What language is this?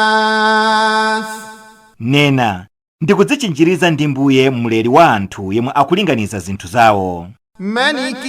Nyanja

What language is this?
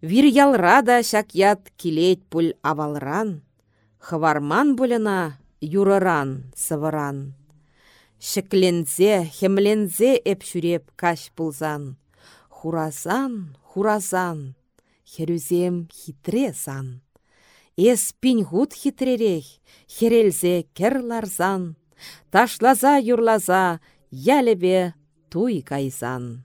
Chuvash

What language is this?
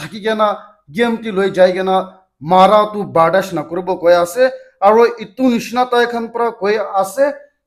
Naga Pidgin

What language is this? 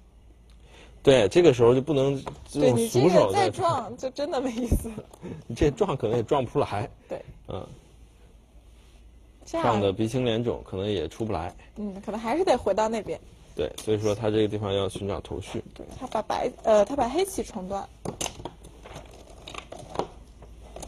Chinese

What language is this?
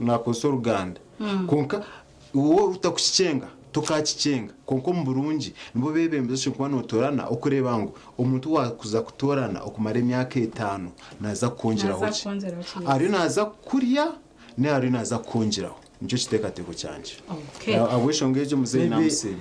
Nyankole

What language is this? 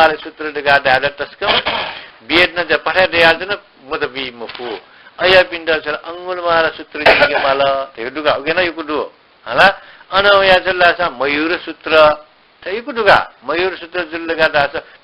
Newari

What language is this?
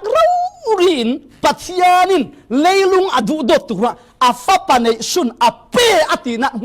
Falam Chin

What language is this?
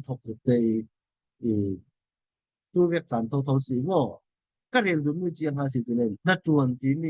Falam Chin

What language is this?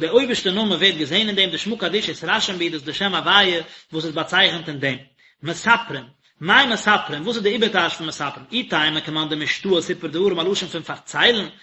Yiddish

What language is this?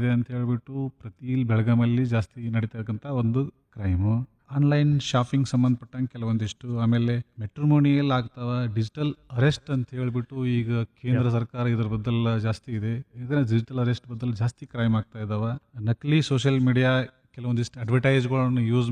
Kannada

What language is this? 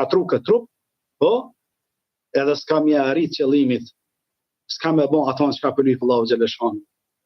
Albanian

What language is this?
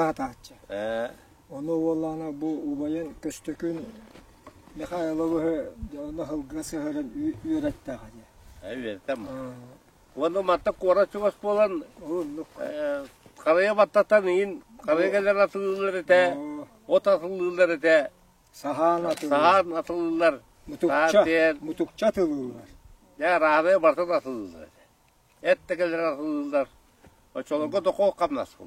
Yakut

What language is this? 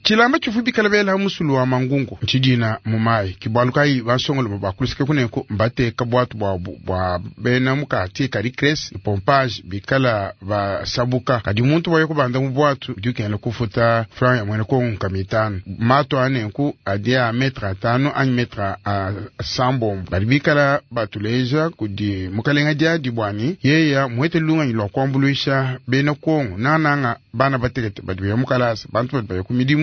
Luba-Lulua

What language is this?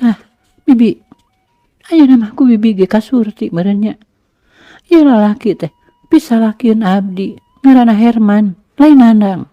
Sundanese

